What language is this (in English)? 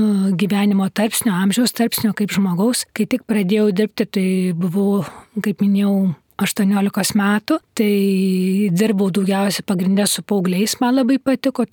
Lithuanian